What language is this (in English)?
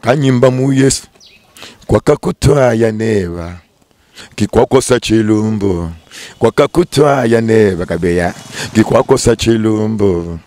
Luba-Lulua